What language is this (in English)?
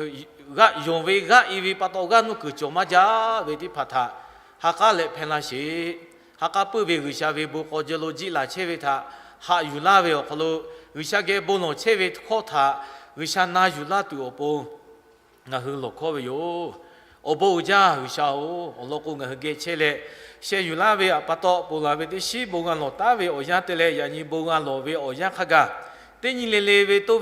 Lahu